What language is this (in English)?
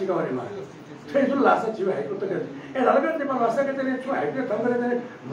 Newari